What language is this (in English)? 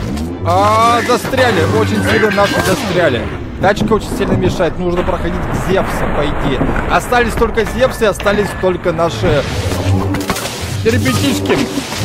Russian